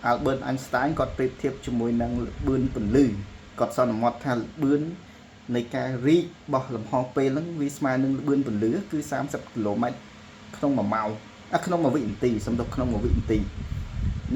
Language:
Khmer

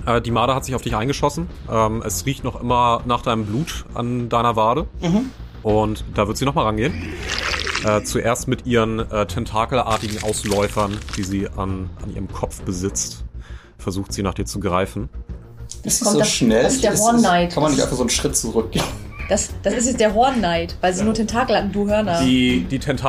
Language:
German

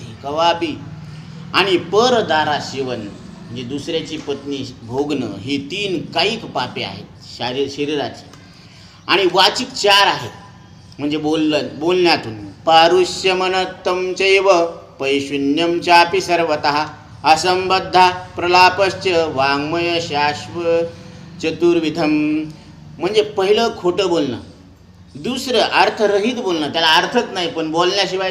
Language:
Marathi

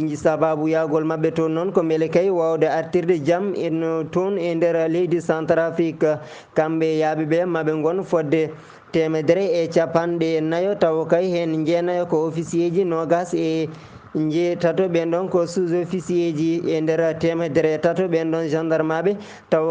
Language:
Fula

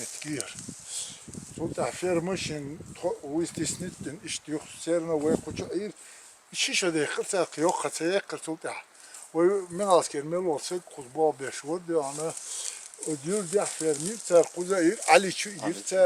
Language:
Chechen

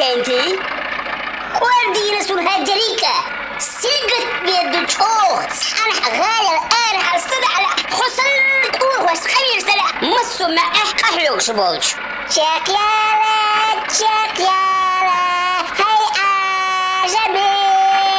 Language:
Chechen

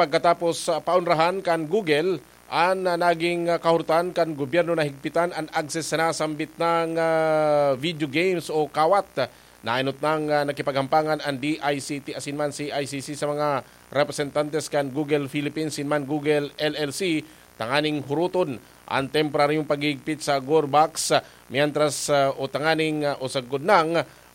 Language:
Bikol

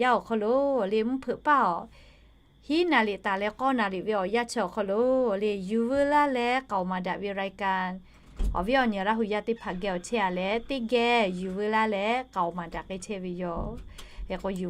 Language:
Lahu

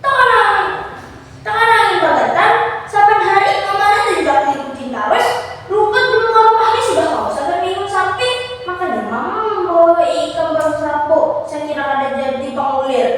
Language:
Banjar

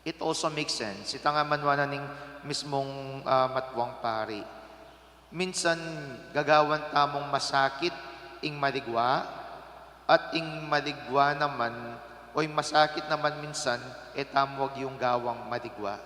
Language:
Pampanga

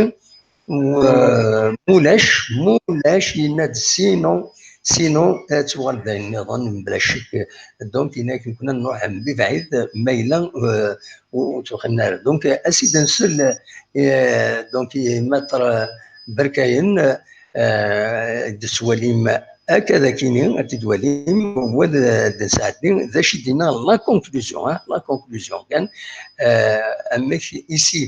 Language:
Kabyle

